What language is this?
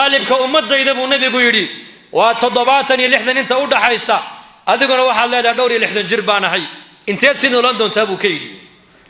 Somali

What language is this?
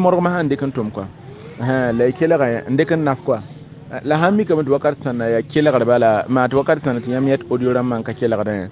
Mossi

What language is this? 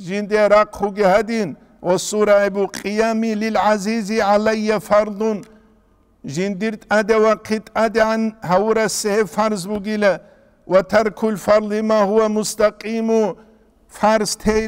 Avaric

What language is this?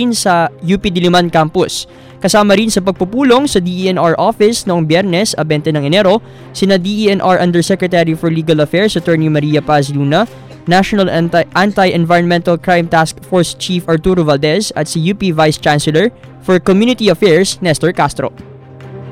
Filipino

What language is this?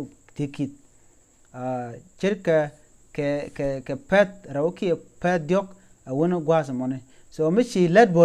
Nuer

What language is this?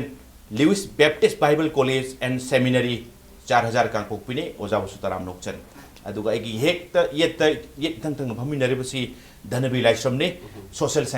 Manipuri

